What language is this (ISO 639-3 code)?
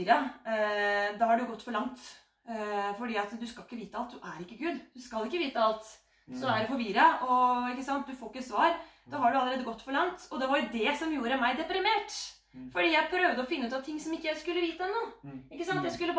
nor